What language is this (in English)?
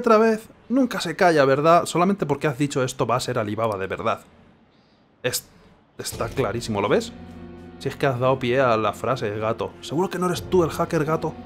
Spanish